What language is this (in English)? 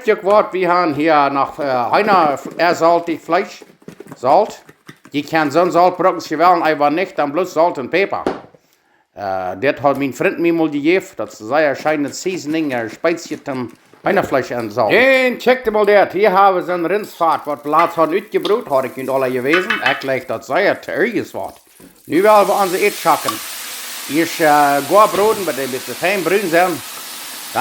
Plautdietsch